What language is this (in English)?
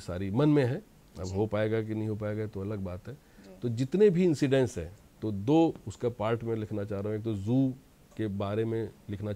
Hindi